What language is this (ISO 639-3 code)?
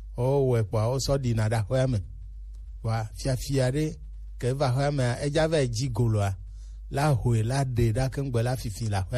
gej